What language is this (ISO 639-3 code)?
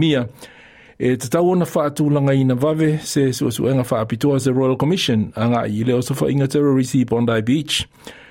smo